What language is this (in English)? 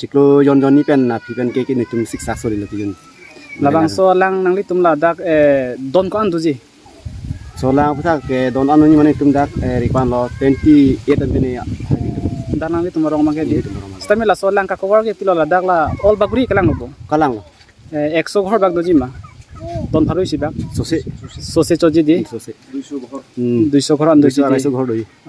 Karbi